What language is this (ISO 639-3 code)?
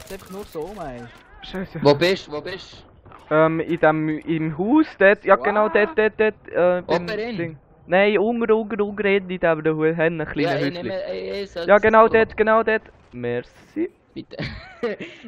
gsw